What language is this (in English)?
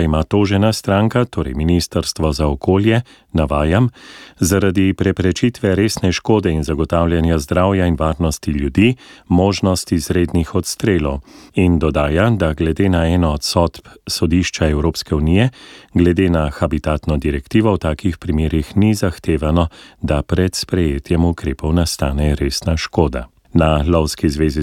Slovenian